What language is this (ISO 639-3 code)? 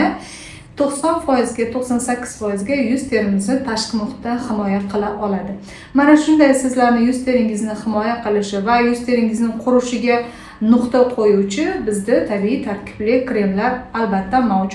uzb